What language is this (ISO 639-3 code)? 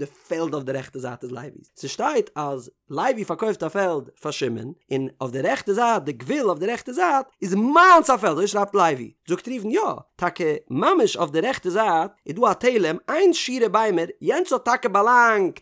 yid